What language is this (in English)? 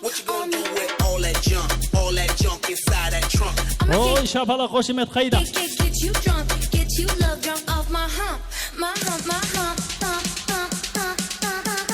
Kara-Kalpak